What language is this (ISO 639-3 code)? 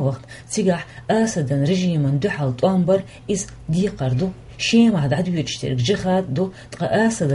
che